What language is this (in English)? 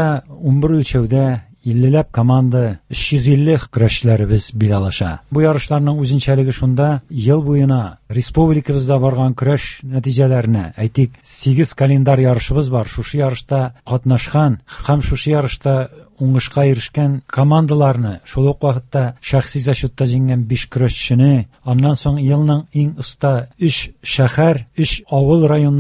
Tatar